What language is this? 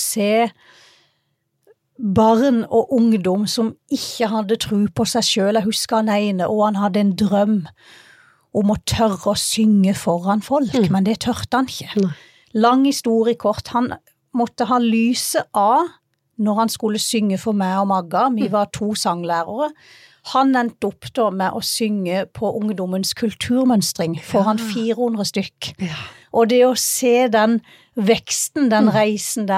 Norwegian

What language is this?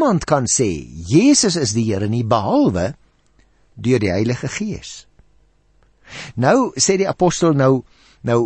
Afrikaans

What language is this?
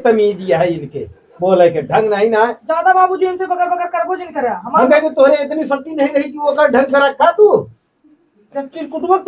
Awadhi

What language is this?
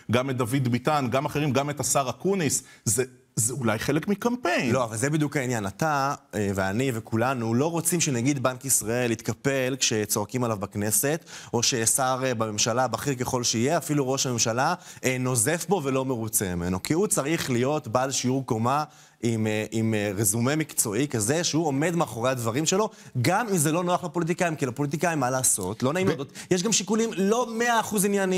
Hebrew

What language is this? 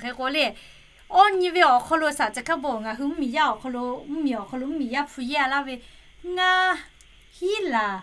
Lahu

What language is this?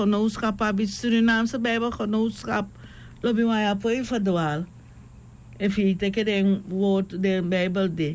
Sranan Tongo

